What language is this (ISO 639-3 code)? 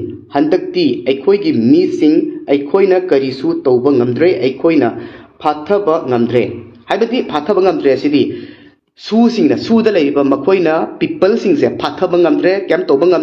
mni